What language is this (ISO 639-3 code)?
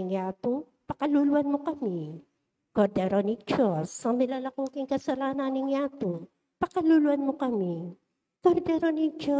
pam